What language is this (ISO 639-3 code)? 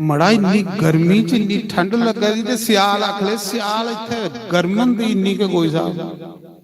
doi